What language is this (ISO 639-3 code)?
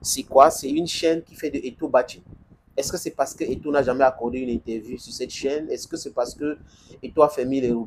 fra